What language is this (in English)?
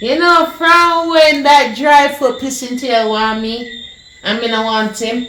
Jamaican Creole English